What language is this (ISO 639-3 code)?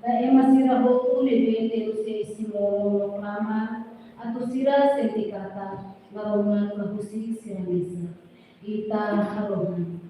tet